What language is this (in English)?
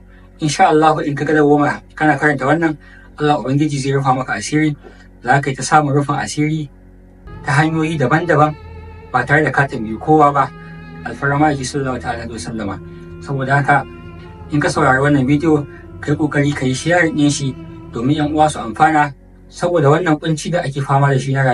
Hausa